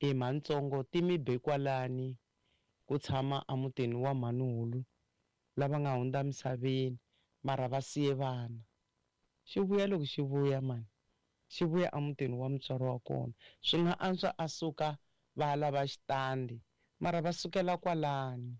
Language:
Tsonga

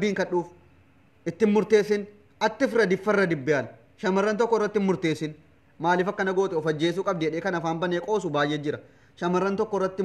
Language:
Oromo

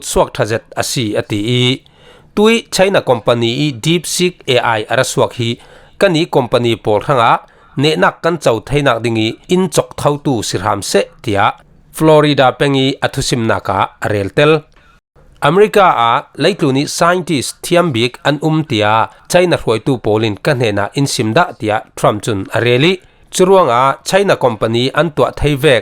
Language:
Falam Chin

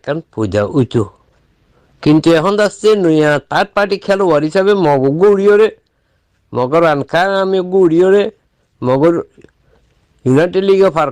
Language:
Rohingya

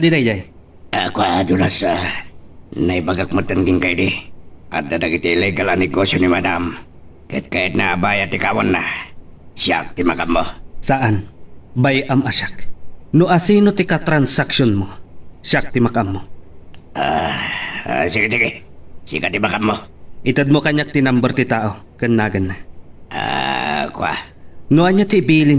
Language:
Iloko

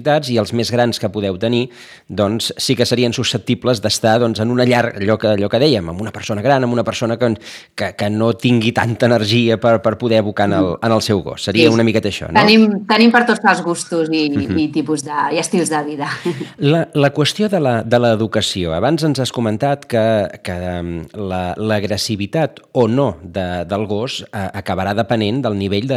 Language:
Catalan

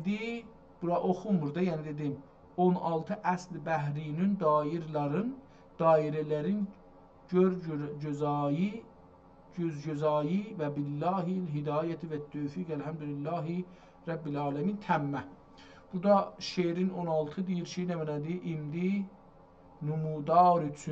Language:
South Azerbaijani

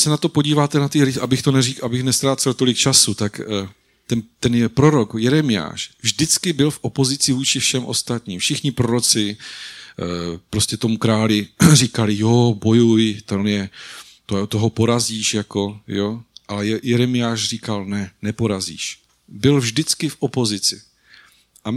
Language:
Czech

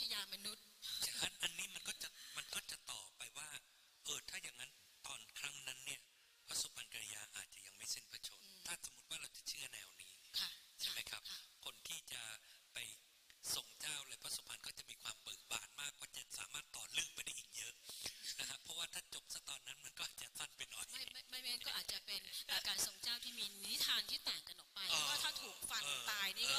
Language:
Thai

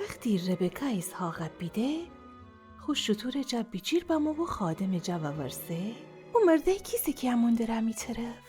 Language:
Gilaki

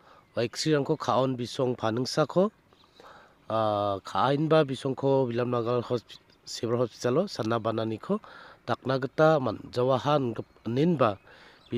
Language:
Garo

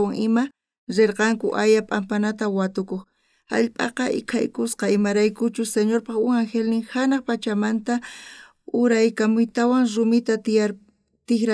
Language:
South Bolivian Quechua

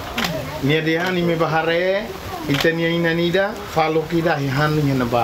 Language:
Tetum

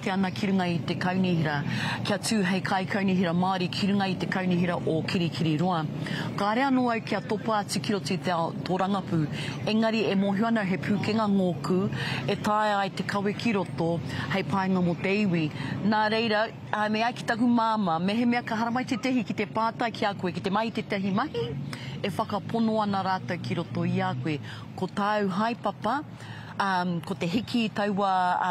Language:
Māori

